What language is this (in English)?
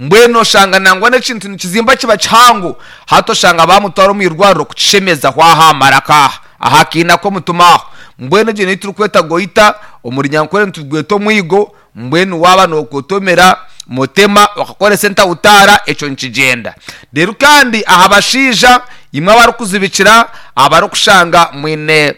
Nyankole